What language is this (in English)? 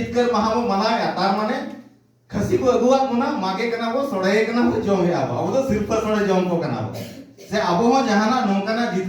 Santali